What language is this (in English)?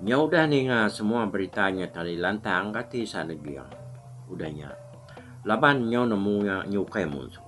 Iban